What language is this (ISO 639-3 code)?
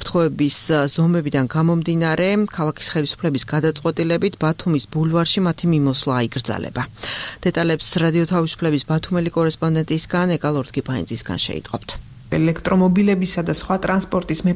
kat